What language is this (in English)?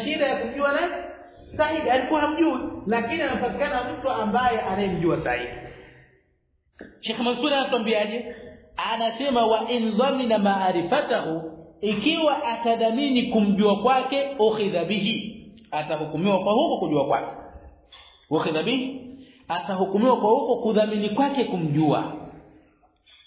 Swahili